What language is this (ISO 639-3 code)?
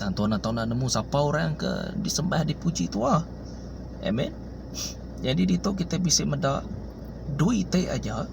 iba